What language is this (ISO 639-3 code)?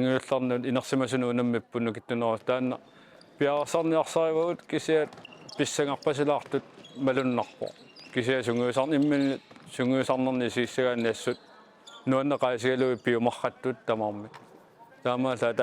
kal